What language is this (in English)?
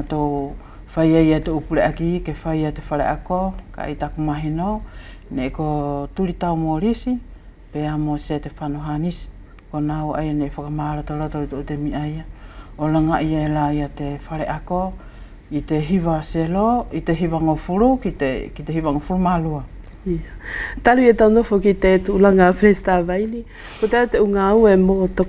Wallisian